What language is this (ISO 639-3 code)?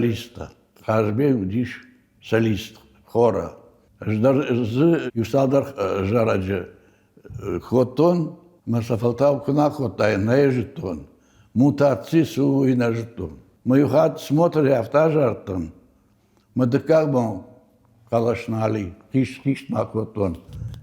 oss